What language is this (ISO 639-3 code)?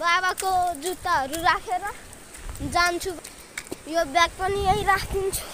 nep